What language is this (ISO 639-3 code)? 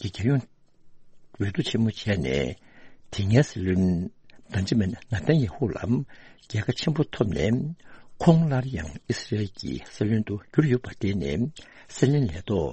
bod